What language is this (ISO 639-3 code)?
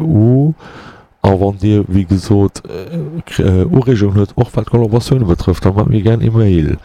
ltz